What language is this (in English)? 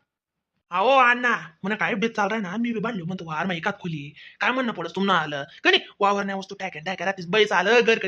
Khandesi